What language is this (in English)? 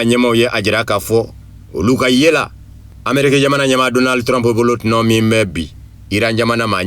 Bambara